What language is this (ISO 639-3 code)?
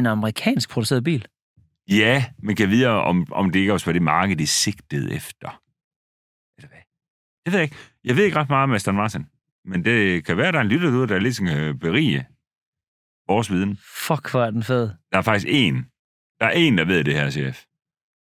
dan